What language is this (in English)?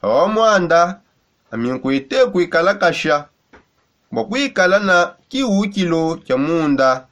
Songe